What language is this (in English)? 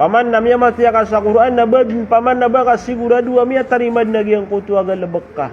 Maranao